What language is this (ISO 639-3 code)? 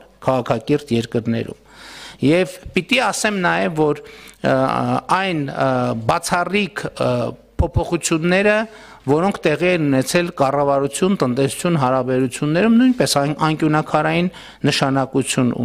hye